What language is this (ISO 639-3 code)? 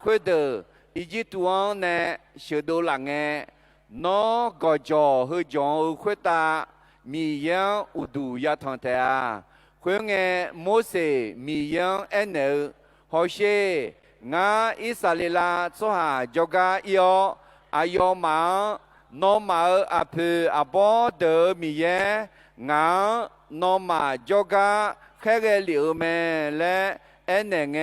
ahk